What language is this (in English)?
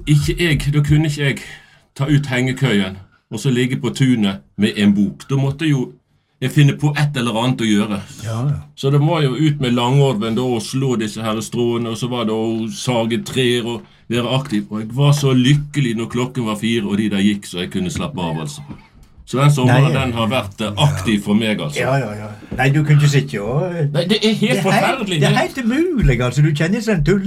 Norwegian